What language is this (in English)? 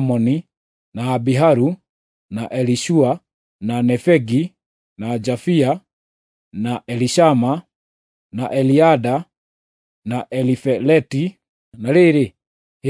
Kikuyu